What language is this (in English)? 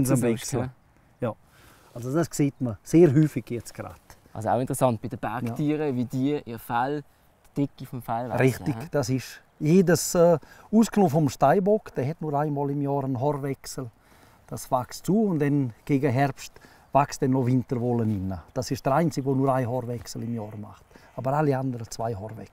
Swiss German